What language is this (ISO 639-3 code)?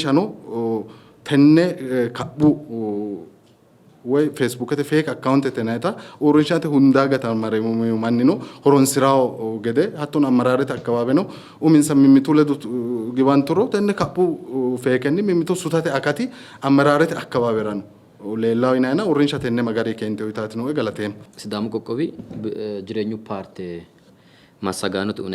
sid